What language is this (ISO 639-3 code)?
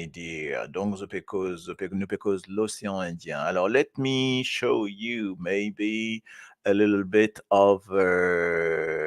mfe